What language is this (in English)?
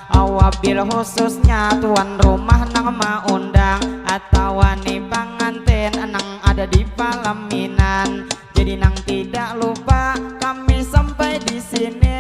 Banjar